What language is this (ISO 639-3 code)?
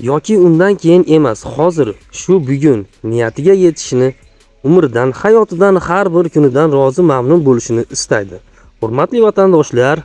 uzb